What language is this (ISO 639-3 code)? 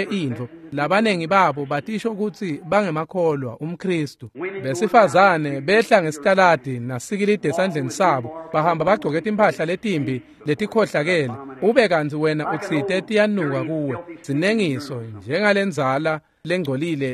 ssw